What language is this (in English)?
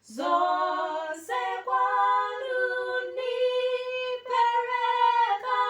Nyanja